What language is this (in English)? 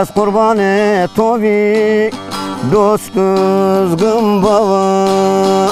Zaza